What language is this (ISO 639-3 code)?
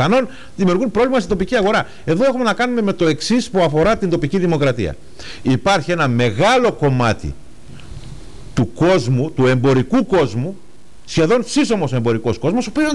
ell